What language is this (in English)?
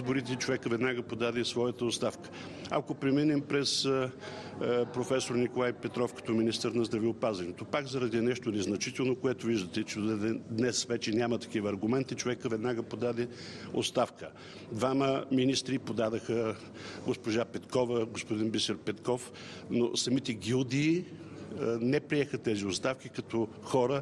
Bulgarian